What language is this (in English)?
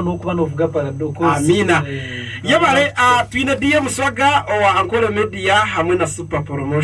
Nyankole